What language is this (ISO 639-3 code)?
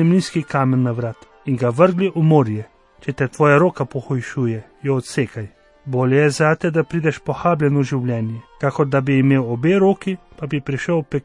slv